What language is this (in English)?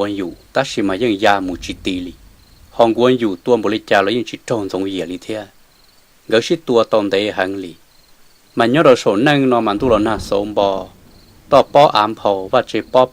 Hmong